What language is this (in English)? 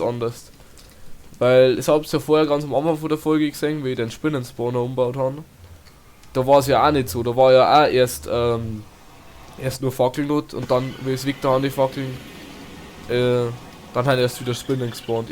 Bavarian